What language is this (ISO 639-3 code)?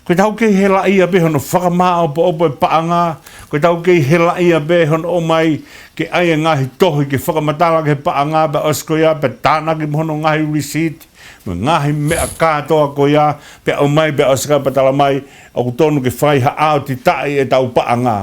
ton